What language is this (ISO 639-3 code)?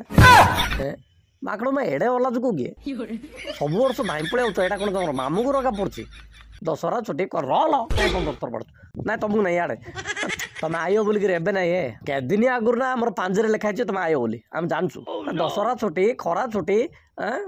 ori